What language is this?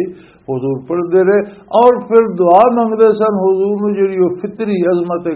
Western Panjabi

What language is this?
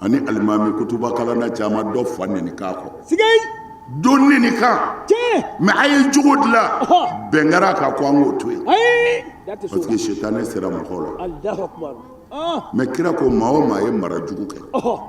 Bambara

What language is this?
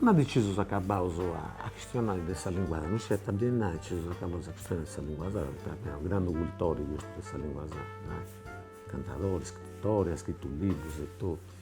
Sardinian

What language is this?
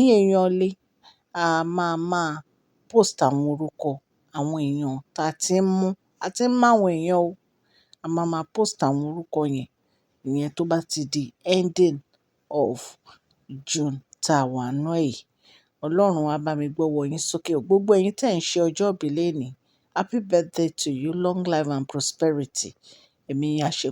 Yoruba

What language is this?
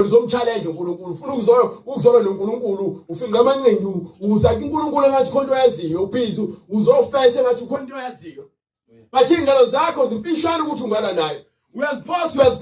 Zulu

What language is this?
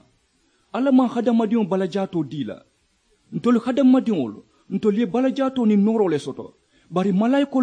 Mandingo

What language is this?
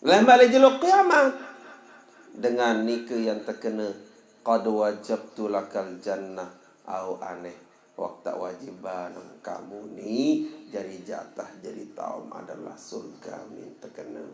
Sasak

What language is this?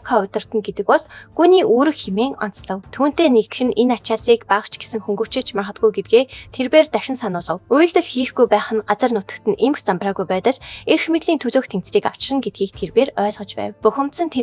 Mongolian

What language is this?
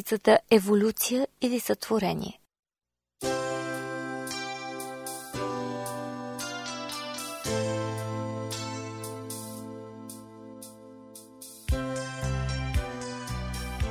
Bulgarian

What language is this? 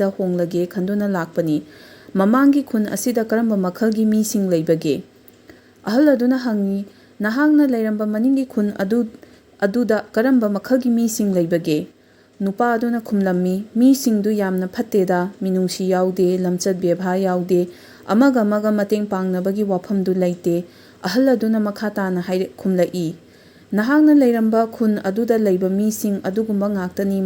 Manipuri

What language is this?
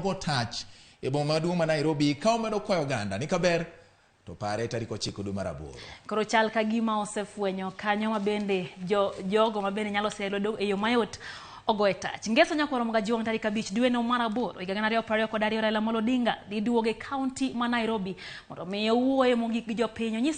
Luo (Kenya and Tanzania)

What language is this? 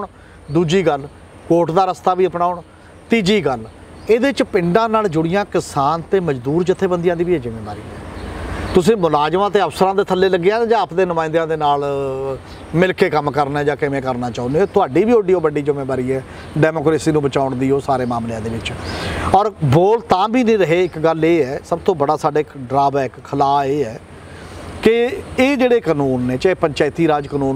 Punjabi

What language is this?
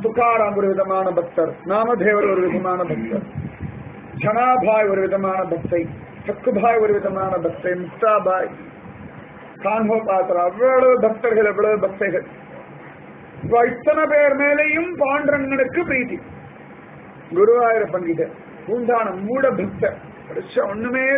Tamil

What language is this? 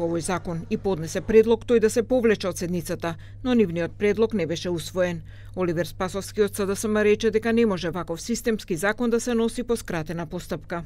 Macedonian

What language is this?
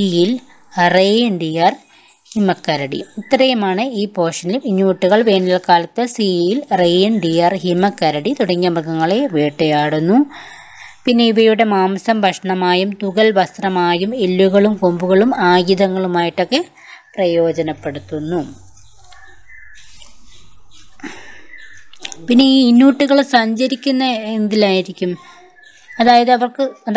Malayalam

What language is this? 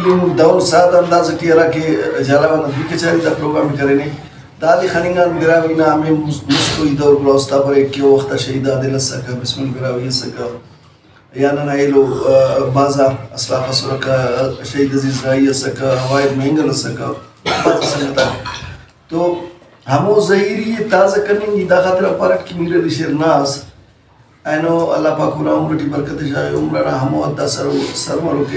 Brahui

